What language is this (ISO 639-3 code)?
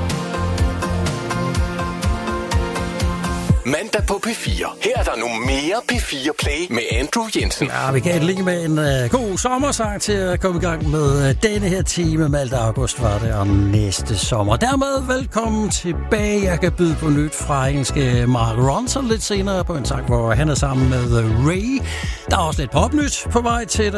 dan